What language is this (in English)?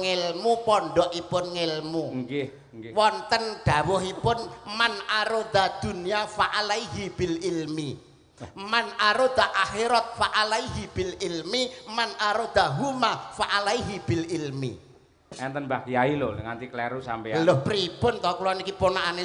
Javanese